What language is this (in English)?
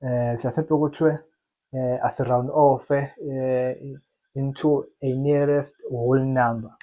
Zulu